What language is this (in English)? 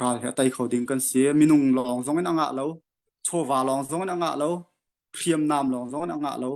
Hakha Chin